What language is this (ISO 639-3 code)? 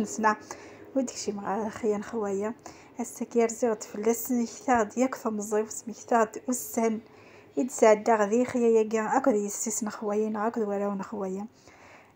kab